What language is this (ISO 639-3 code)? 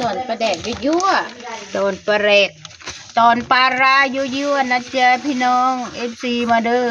tts